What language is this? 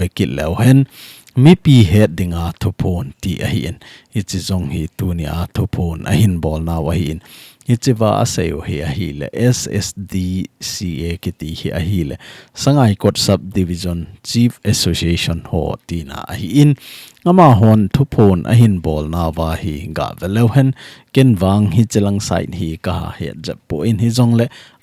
Thado Chin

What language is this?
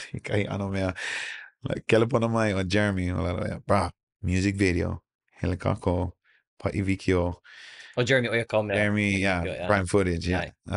Hawaiian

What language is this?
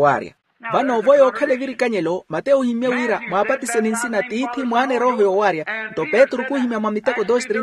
Makhuwa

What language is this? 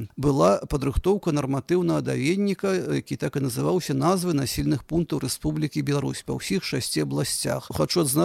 Belarusian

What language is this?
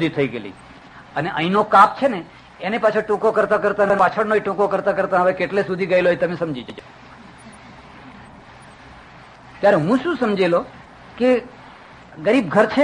Gujarati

